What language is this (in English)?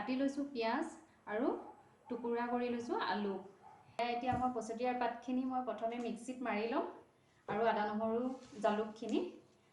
Assamese